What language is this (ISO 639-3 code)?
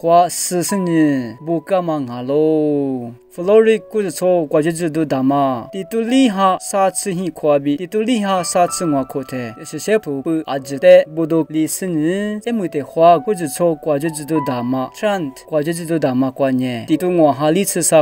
lis